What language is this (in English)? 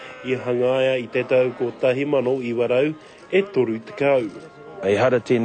Māori